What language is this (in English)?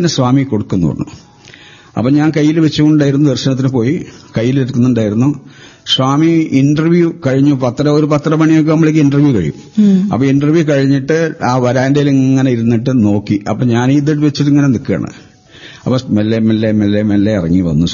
Malayalam